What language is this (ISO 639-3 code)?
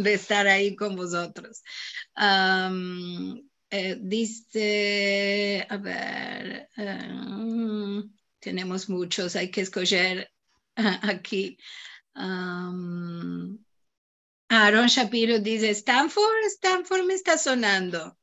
lad